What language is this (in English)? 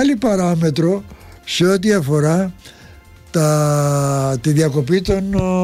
Greek